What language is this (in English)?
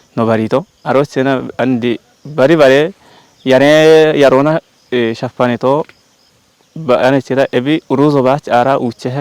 Kafa